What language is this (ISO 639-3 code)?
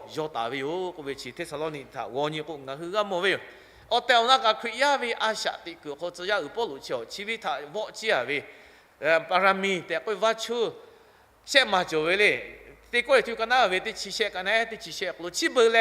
lhu